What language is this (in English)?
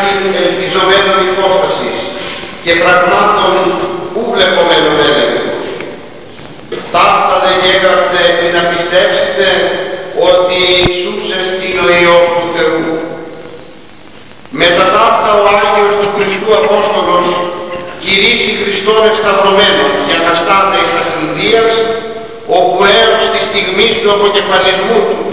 Greek